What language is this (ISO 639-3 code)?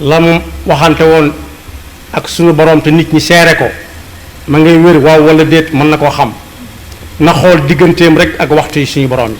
wol